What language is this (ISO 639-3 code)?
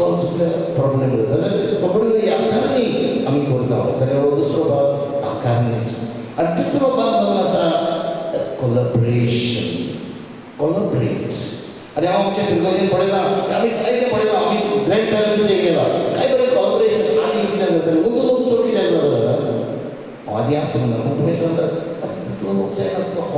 kok